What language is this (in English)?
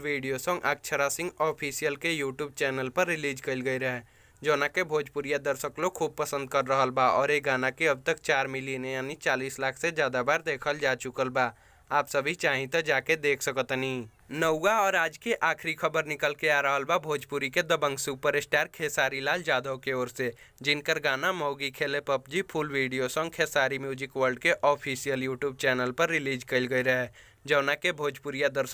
Bhojpuri